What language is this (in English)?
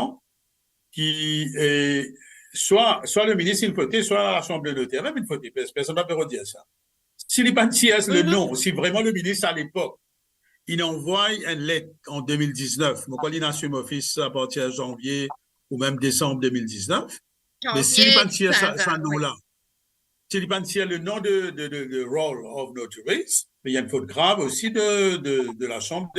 Morisyen